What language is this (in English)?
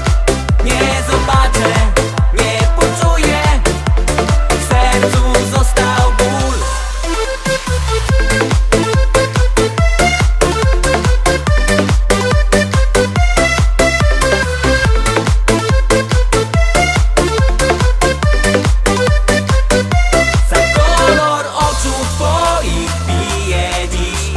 Polish